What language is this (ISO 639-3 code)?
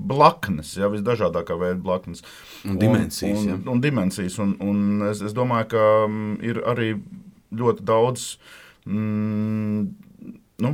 lav